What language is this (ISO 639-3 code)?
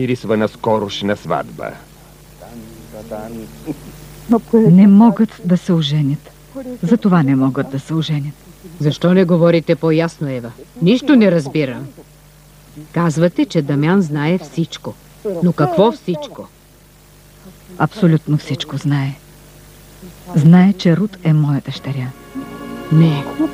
bul